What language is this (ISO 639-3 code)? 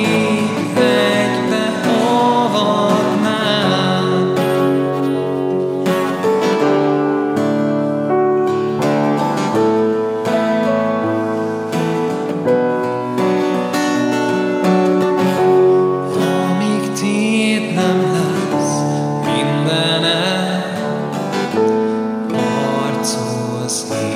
hun